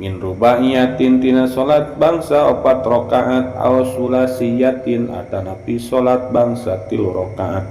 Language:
Sundanese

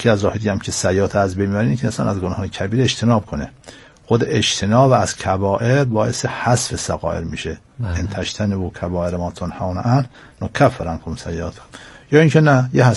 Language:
Persian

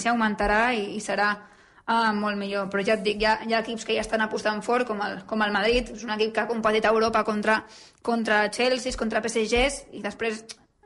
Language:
Catalan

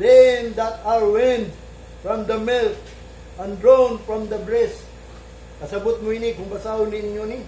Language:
Cebuano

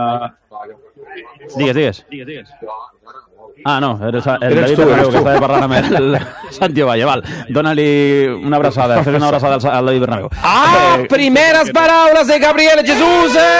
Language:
Catalan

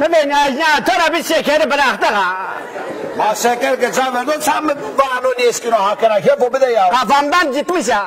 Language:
Zaza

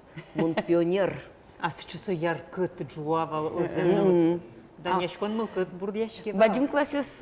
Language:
Udmurt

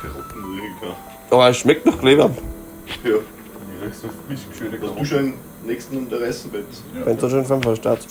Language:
Bavarian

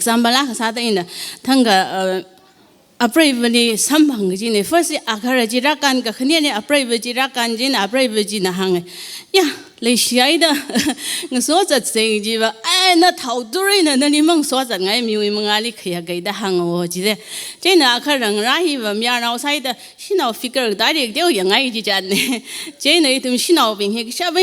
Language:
Tangkhul Naga (India)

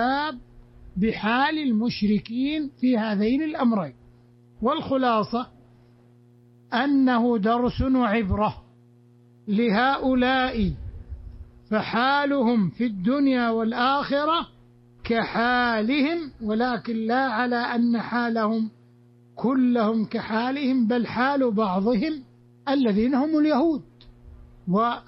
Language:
Arabic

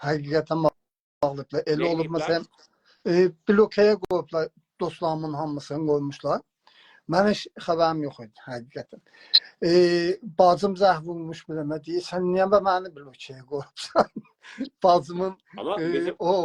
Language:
South Azerbaijani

